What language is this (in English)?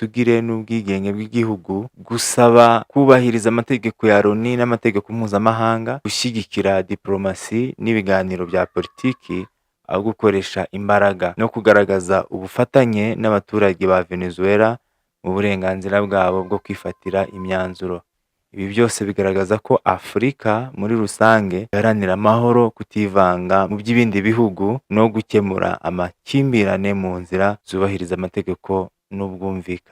Kinyarwanda